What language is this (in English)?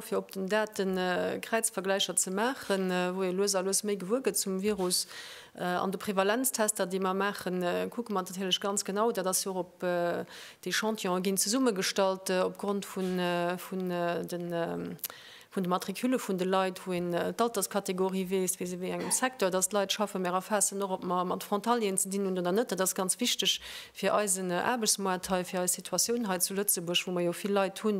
Luxembourgish